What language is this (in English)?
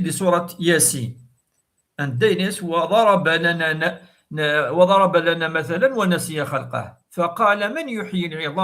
Kabyle